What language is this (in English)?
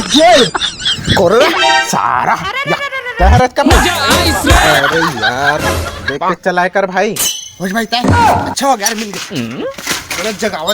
Chhattisgarhi